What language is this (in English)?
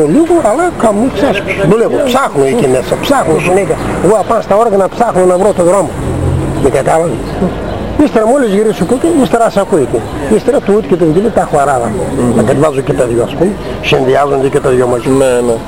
Greek